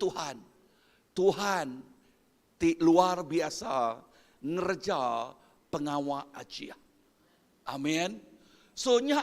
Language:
Iban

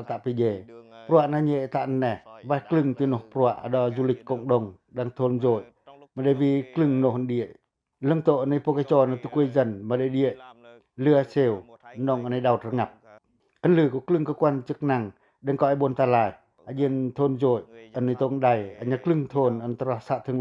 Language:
Pacoh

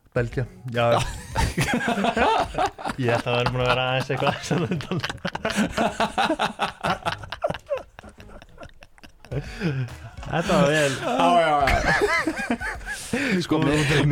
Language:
Icelandic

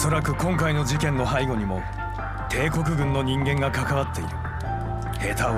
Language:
Japanese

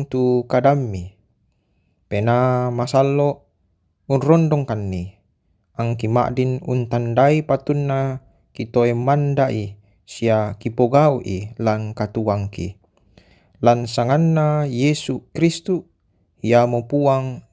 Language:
Toraja-Sa'dan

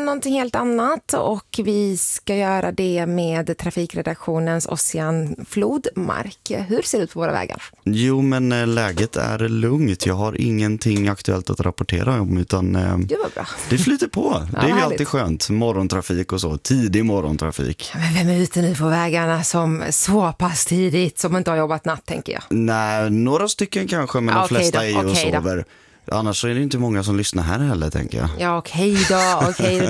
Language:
Swedish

